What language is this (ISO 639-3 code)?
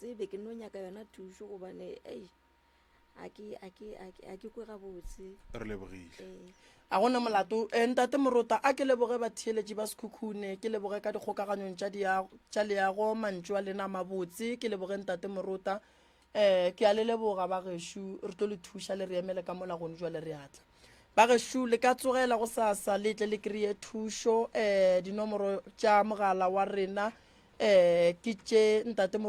nso